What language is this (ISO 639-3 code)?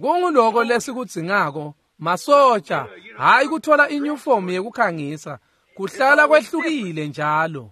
ssw